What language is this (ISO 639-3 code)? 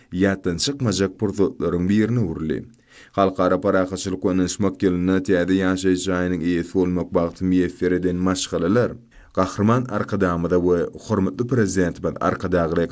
tuk